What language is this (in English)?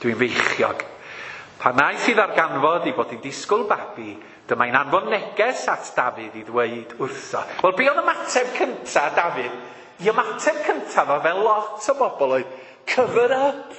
Welsh